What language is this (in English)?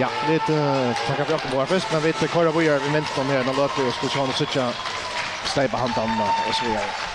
Faroese